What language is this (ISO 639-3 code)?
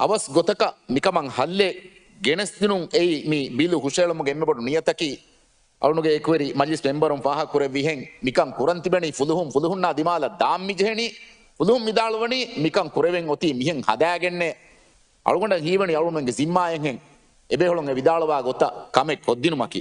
div